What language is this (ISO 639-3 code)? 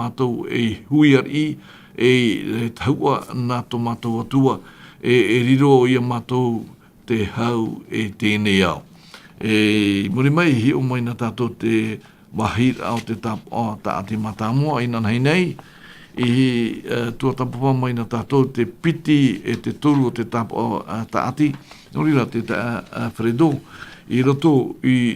tah